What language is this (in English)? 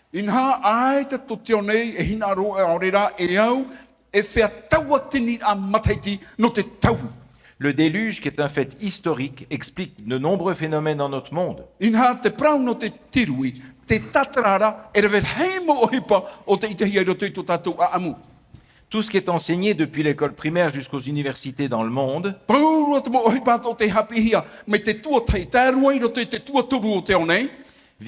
Tahitian